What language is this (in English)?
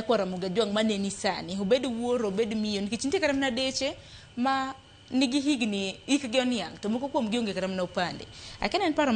Luo (Kenya and Tanzania)